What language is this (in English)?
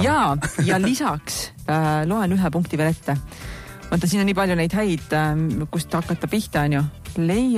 Estonian